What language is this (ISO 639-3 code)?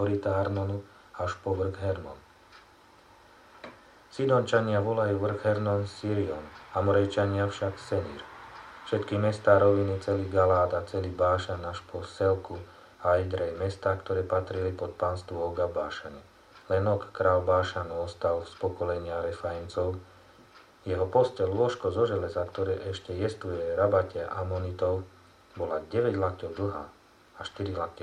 slk